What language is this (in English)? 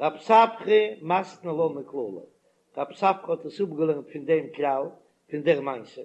Yiddish